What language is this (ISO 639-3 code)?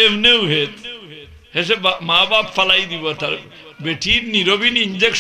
syl